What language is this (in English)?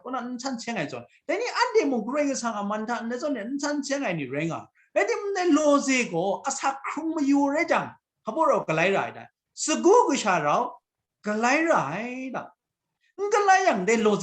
Kachin